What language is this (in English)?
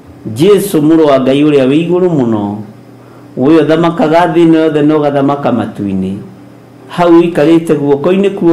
Kikuyu